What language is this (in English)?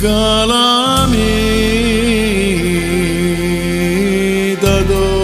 Neapolitan